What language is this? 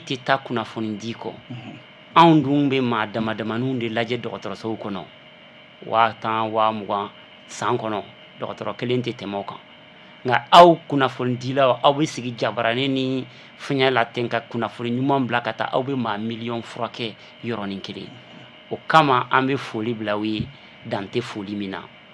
Bambara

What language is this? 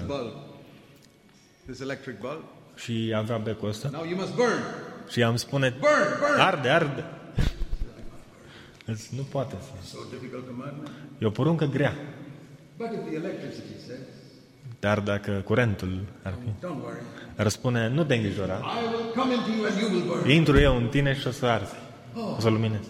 Romanian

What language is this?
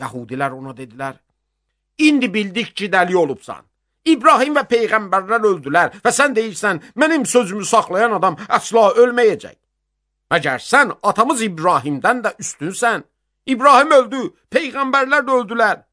Azerbaijani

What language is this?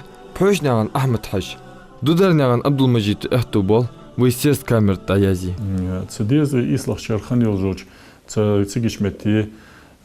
Ingush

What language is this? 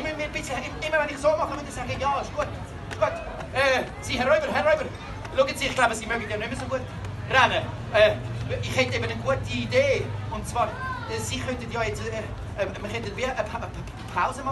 Swiss German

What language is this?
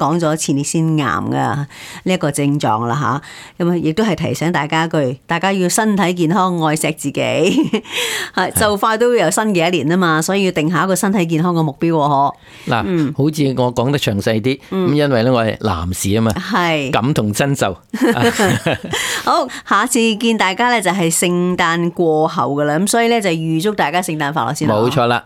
Cantonese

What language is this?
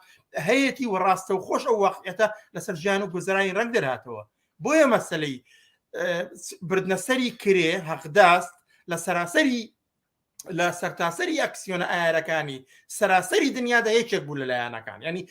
Central Kurdish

